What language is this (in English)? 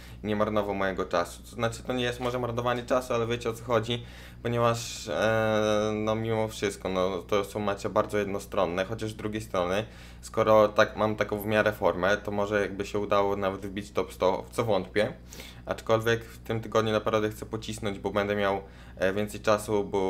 Polish